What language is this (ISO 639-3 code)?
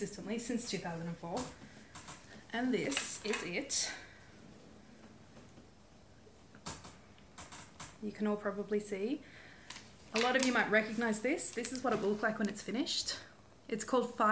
eng